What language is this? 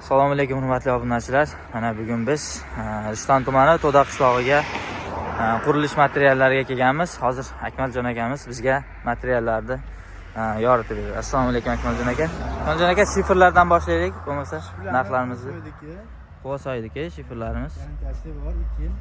Uzbek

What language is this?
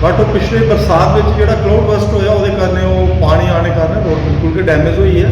Dogri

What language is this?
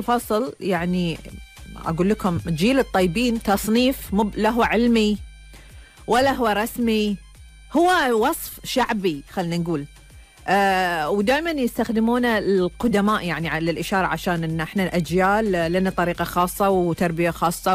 Gulf Arabic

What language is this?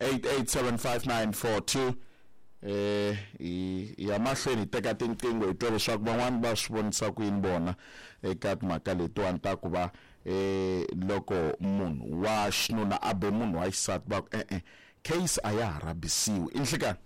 Tsonga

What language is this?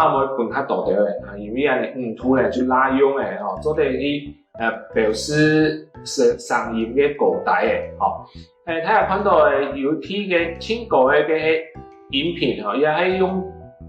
Hakka Chinese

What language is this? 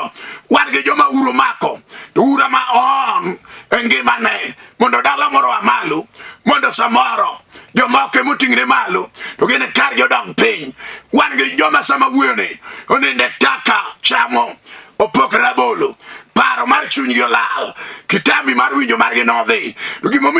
Luo (Kenya and Tanzania)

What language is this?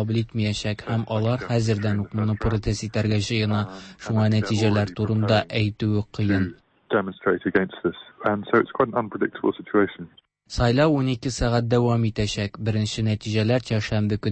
Tatar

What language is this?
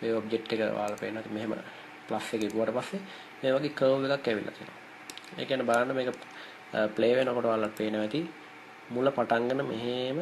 Sinhala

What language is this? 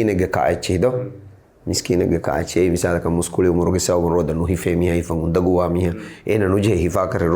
Divehi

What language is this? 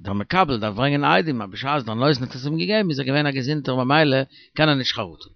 Yiddish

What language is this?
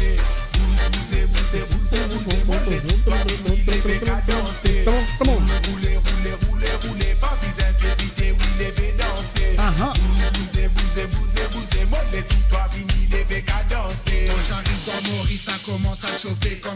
Morisyen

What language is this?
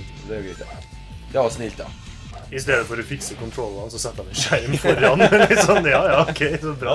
Norwegian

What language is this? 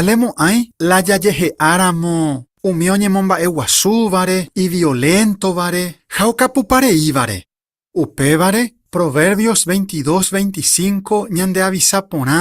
Guarani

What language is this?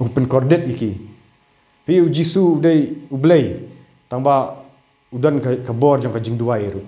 Khasi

